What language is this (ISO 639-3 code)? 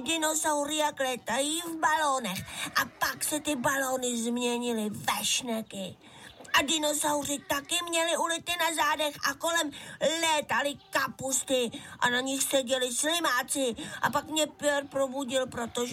ces